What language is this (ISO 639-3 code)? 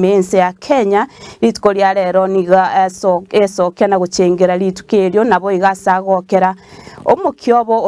guz